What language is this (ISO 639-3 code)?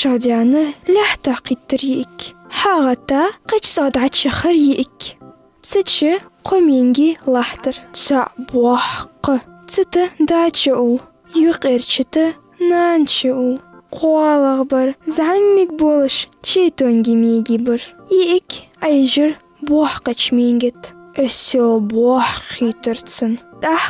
inh